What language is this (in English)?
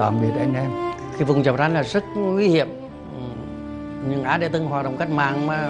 Vietnamese